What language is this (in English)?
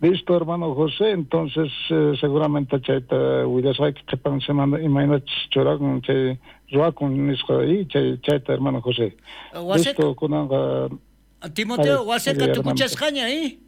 South Bolivian Quechua